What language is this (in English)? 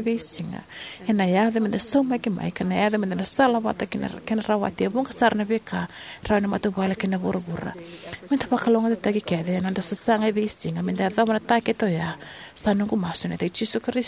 Fijian